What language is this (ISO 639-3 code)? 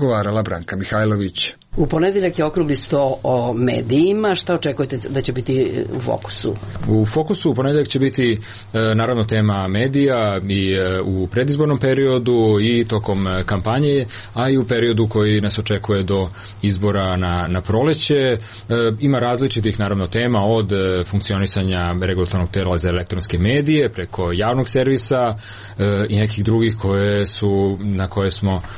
srp